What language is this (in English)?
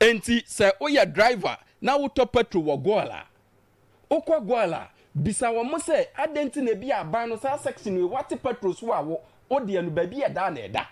Akan